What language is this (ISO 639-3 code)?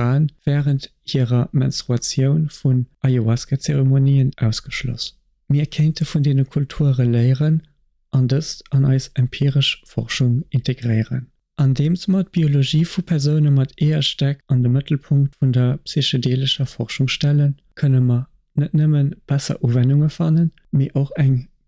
ltz